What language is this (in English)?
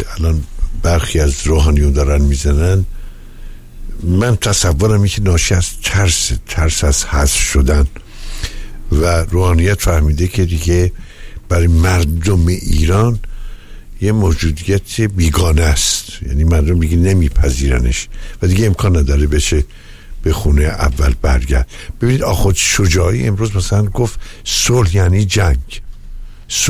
Persian